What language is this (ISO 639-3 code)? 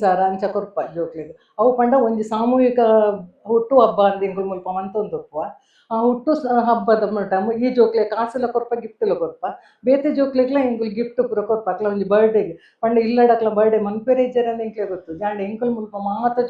tcy